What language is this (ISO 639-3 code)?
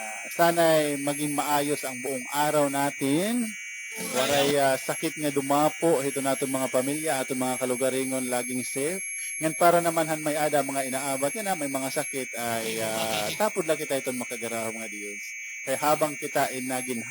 war